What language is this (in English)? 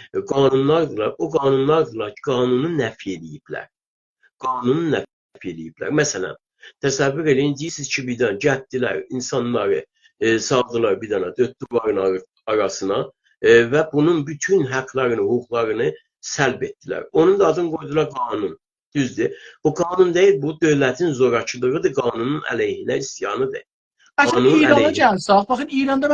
South Azerbaijani